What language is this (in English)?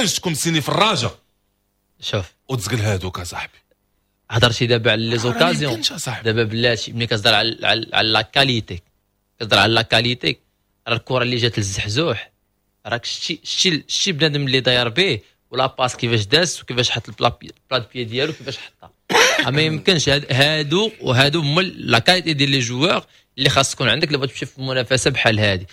Moroccan Arabic